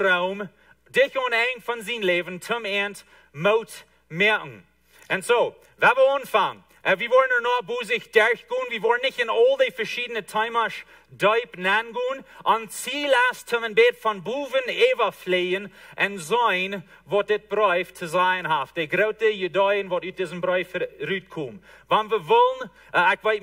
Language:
Plautdietsch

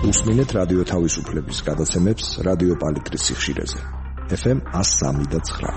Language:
Georgian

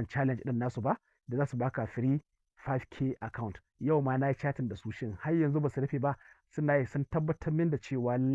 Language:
Hausa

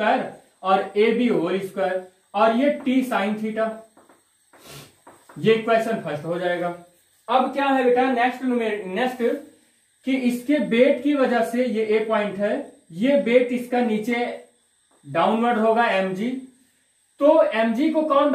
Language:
Hindi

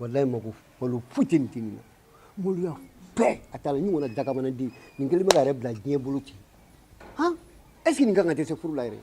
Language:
Bambara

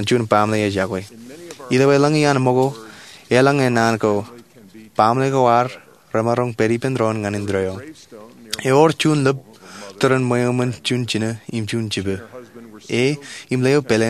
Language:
Marshallese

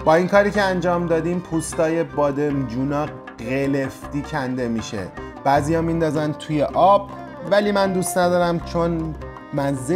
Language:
Persian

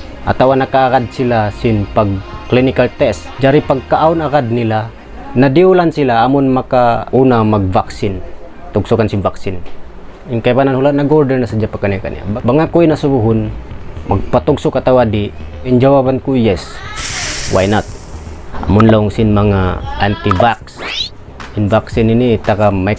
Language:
Tausug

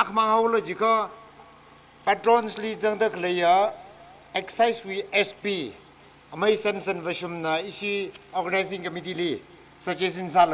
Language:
Tangkhul Naga (India)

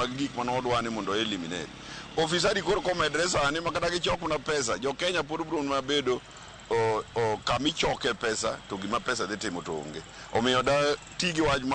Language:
Luo (Kenya and Tanzania)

